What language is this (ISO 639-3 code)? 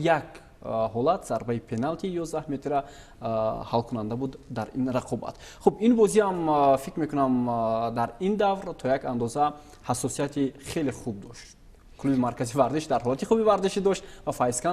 tgk